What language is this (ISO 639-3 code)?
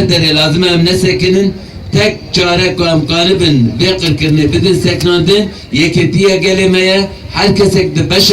kur